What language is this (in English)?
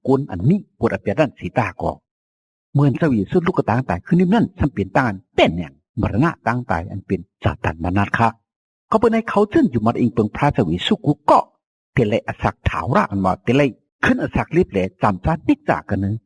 Shan